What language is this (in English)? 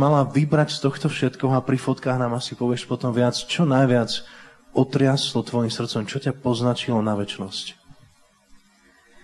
Slovak